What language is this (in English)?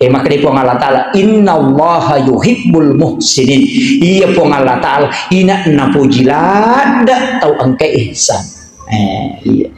Buginese